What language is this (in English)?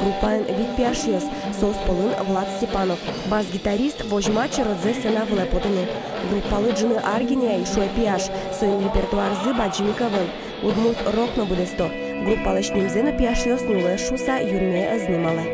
Udmurt